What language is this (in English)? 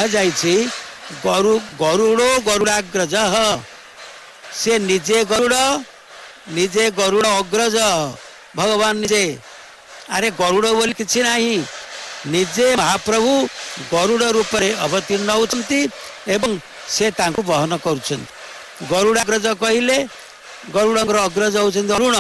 Odia